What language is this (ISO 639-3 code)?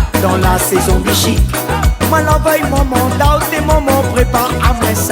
rcf